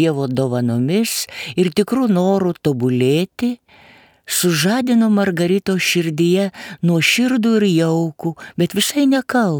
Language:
Lithuanian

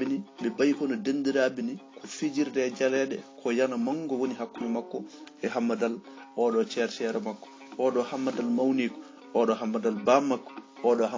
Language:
Fula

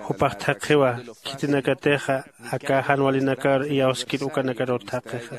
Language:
Aymara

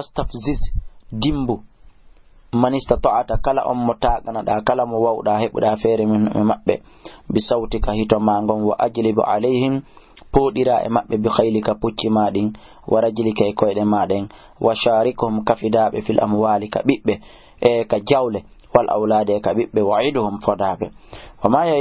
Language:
Fula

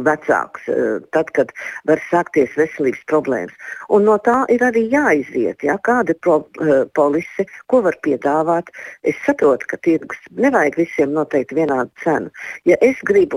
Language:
Latvian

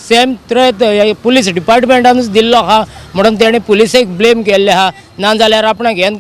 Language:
Konkani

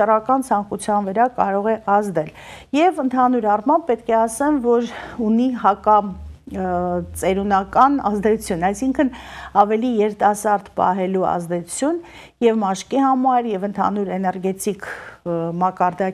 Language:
Armenian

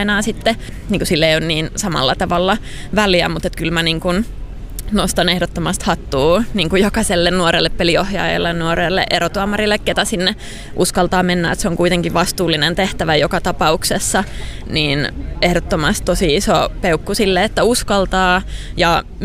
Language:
Finnish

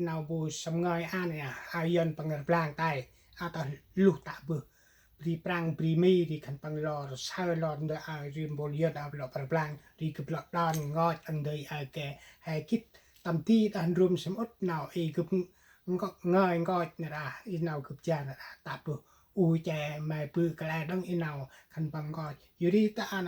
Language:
Central Mnong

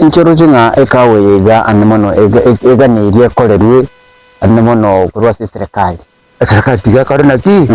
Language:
Gusii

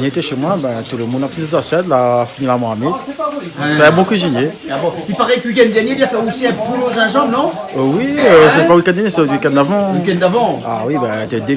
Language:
Réunion Creole French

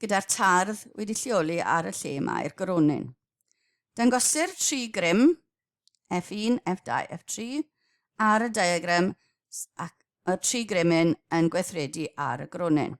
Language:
Welsh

